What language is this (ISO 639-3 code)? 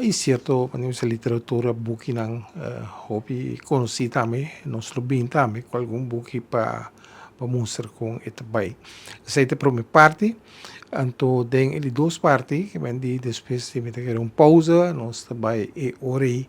pap